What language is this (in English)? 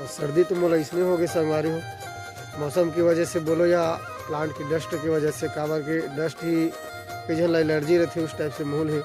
Chhattisgarhi